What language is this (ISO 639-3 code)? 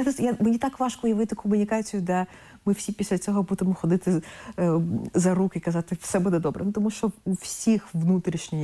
ukr